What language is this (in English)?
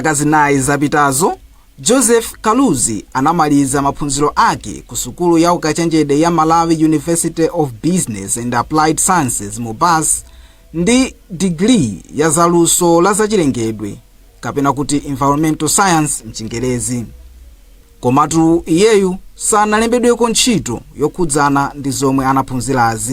Nyanja